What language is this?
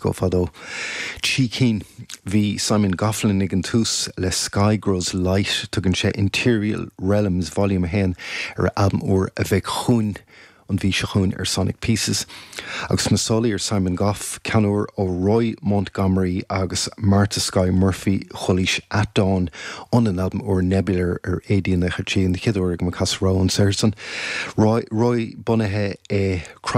Irish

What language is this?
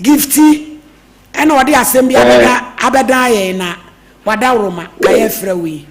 Akan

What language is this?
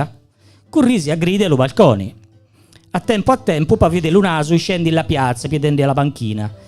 Gallurese Sardinian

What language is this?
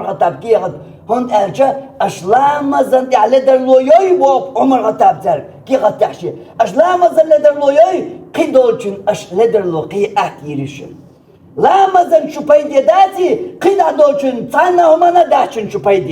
Chechen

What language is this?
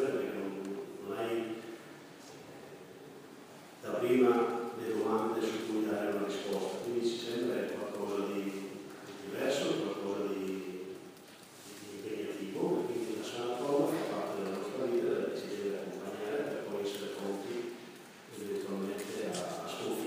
Italian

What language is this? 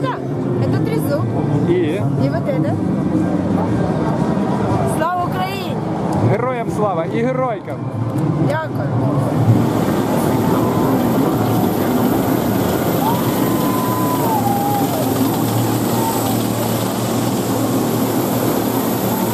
Ukrainian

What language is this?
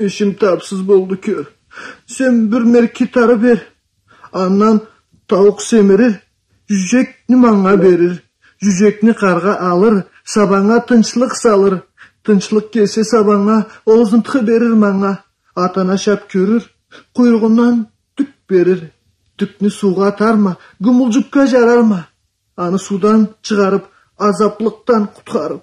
Karachay-Balkar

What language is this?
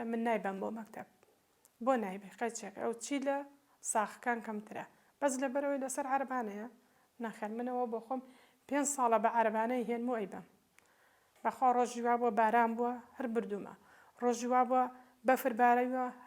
Central Kurdish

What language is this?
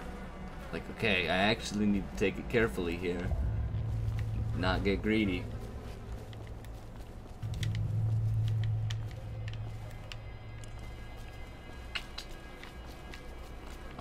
English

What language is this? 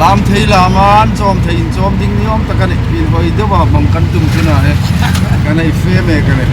Hmar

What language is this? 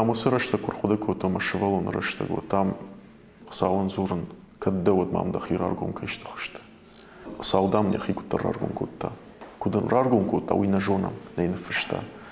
Ossetic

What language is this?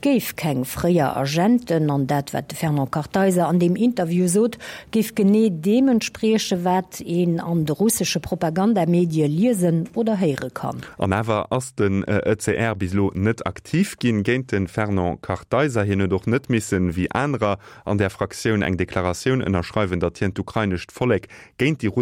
Luxembourgish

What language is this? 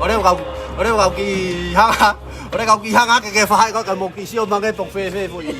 Tongan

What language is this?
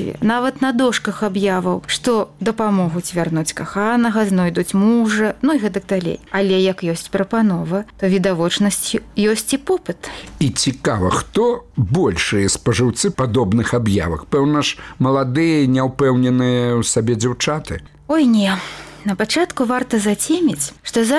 Belarusian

